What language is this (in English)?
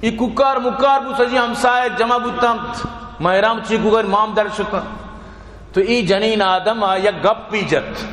Baluchi